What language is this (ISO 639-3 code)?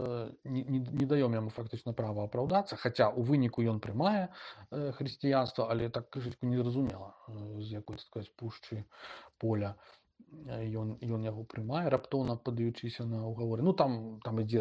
bel